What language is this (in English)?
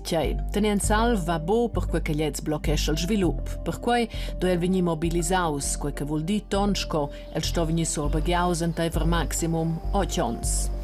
Romansh